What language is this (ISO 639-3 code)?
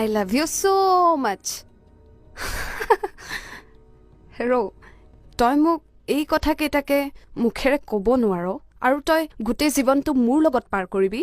asm